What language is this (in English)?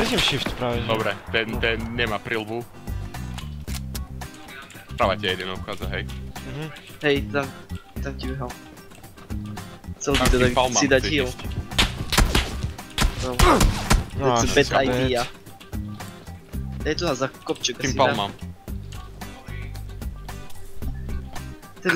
Slovak